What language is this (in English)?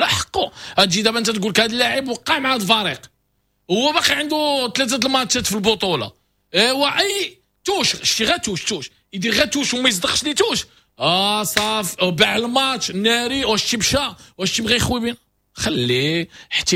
Moroccan Arabic